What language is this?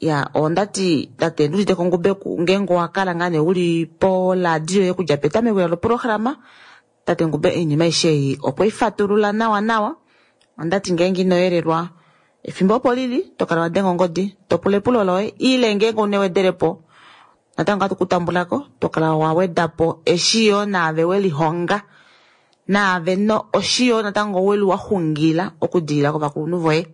Kuanyama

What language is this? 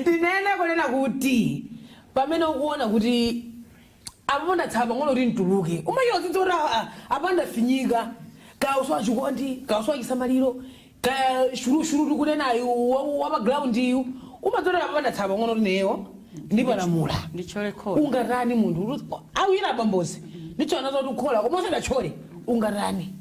Nyanja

